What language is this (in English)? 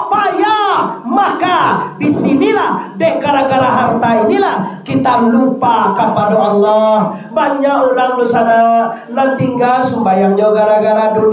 Minangkabau